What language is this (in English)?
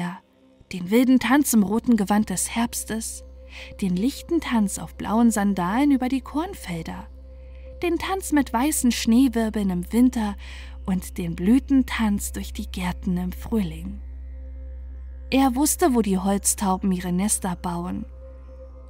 German